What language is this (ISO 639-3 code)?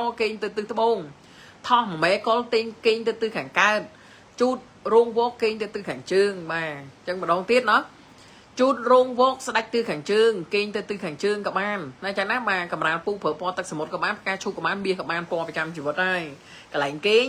khm